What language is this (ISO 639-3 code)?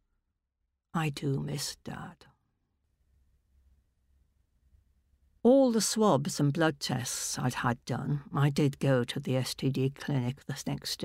eng